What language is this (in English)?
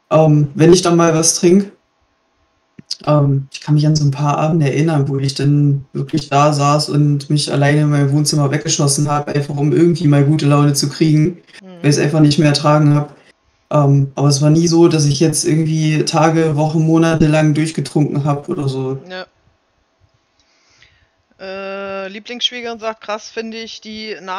German